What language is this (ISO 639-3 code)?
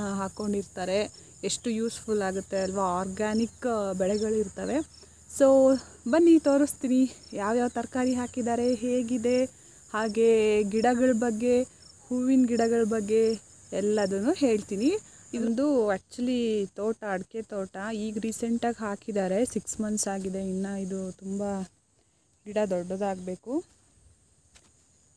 kan